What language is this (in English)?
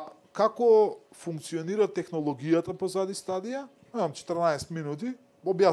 Macedonian